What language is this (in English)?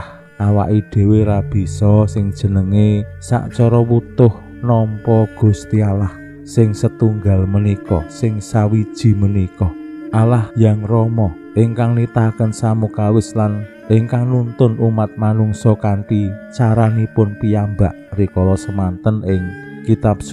Javanese